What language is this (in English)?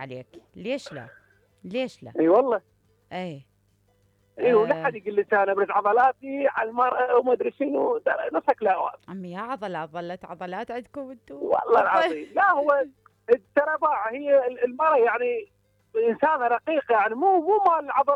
Mesopotamian Arabic